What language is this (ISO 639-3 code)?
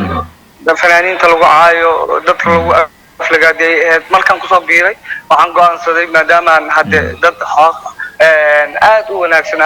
som